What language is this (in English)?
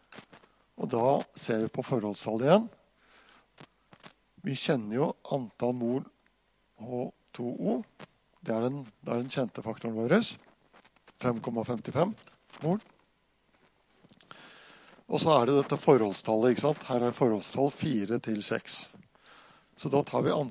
Norwegian